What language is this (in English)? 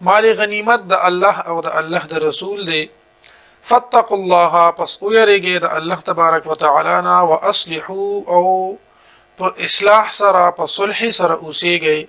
Pashto